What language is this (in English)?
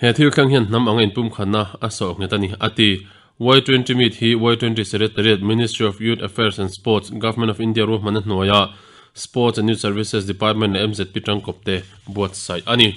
Mizo